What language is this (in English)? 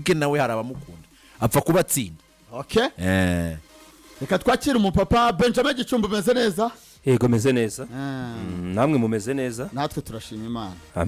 Kinyarwanda